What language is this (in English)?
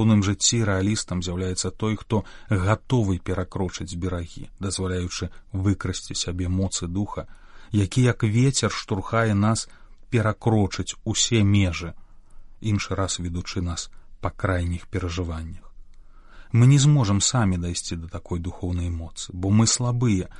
Belarusian